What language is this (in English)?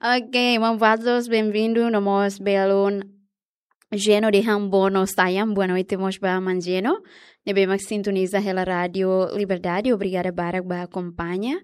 Tetum